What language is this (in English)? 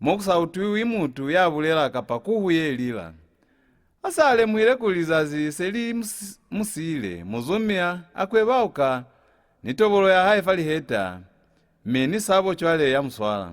Lozi